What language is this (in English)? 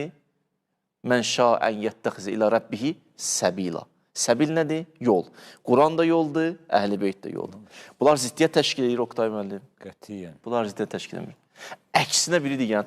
Azerbaijani